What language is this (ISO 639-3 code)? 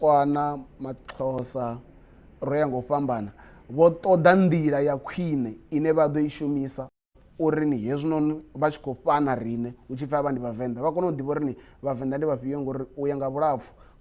ven